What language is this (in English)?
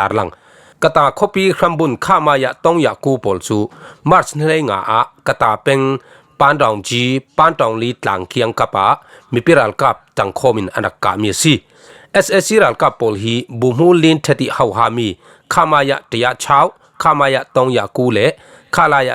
Falam Chin